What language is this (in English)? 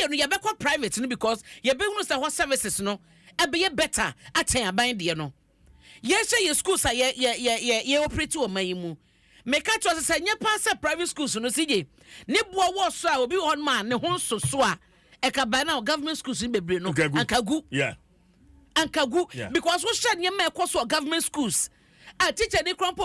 Akan